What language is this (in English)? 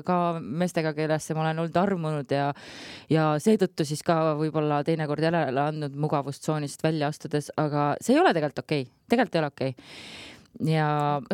Estonian